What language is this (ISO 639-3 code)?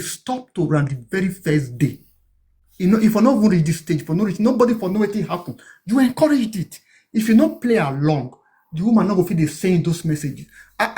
pcm